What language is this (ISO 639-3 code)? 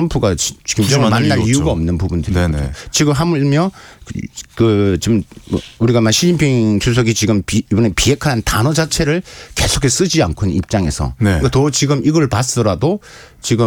kor